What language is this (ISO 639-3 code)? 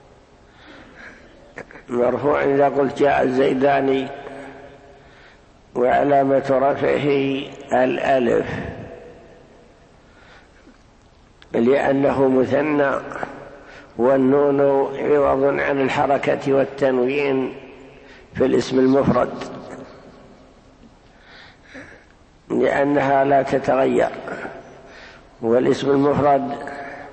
ara